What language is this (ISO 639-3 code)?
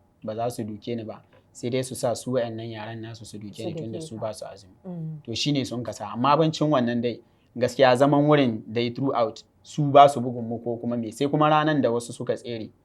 hau